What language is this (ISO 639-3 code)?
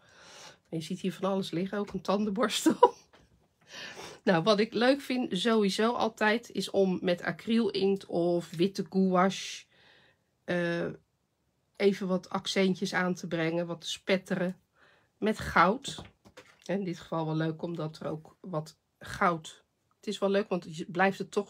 nld